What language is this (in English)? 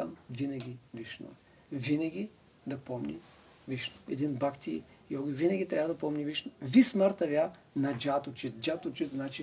Bulgarian